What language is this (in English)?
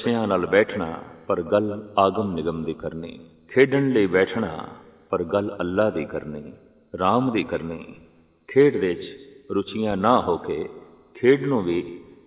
Punjabi